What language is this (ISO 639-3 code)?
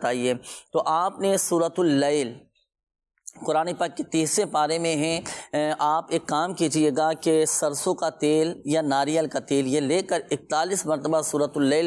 urd